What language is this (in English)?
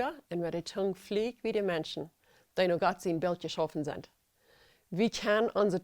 Plautdietsch